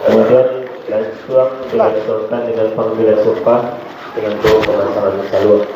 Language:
Minangkabau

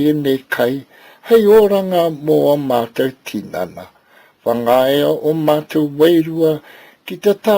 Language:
Māori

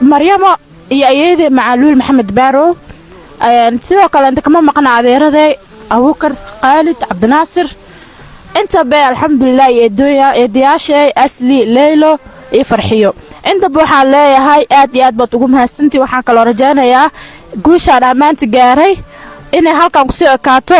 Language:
Somali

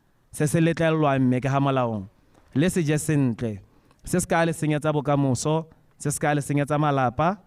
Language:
Tswana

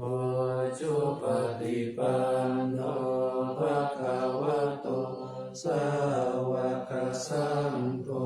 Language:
Pali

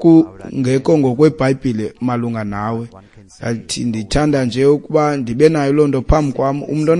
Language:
Xhosa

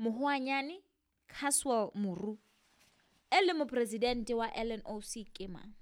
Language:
Southern Sotho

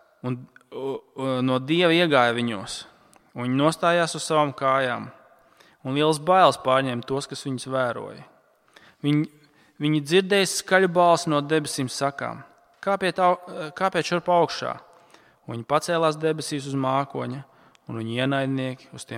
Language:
Latvian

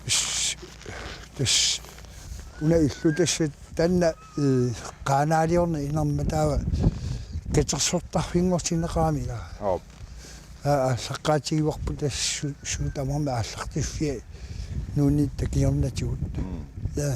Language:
Kalaallisut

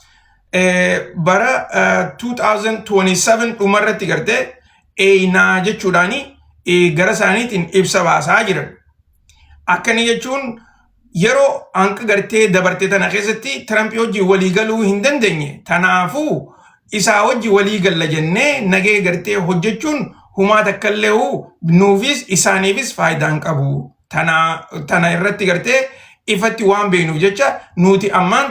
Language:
Oromo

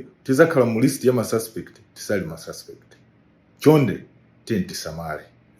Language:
Nyanja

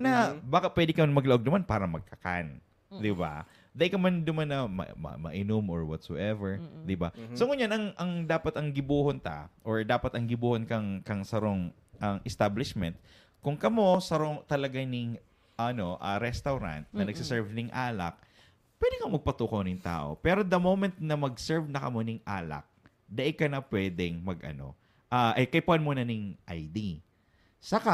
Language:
Bikol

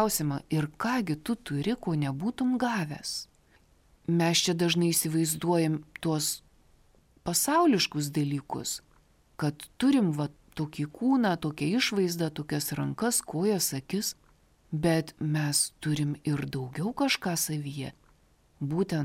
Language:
Lithuanian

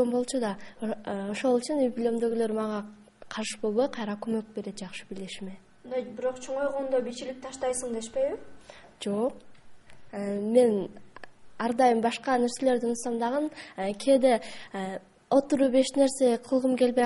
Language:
Kyrgyz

